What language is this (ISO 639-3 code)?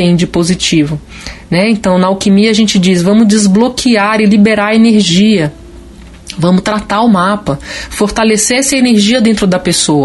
por